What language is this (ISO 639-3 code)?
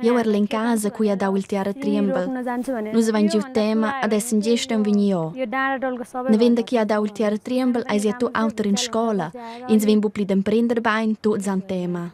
roh